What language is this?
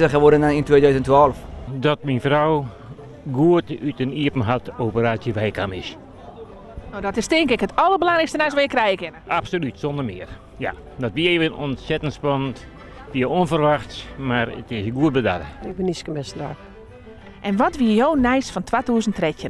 Western Frisian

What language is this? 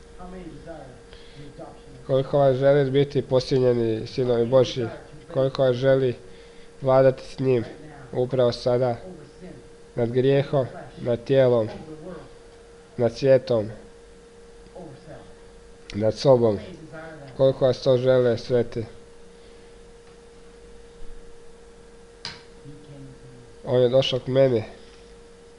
Croatian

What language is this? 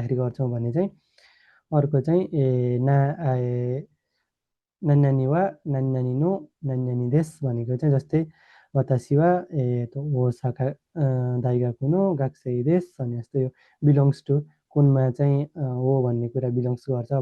Nepali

